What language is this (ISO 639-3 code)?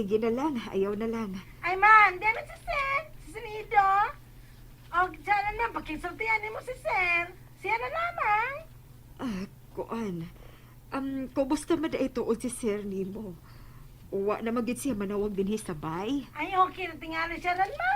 ceb